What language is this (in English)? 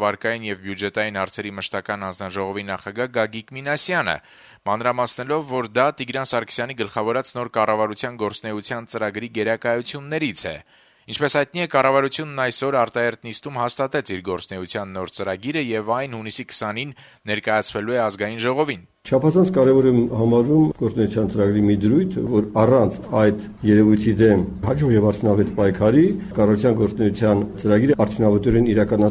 Armenian